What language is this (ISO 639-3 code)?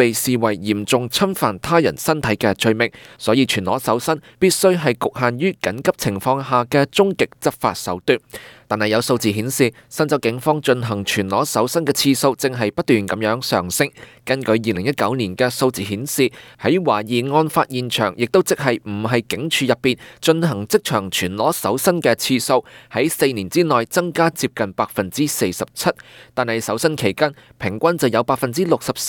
yue